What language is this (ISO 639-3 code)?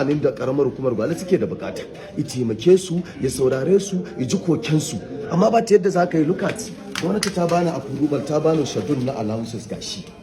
hau